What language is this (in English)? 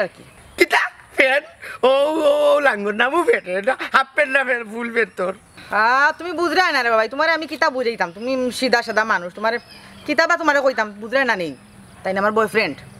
Sylheti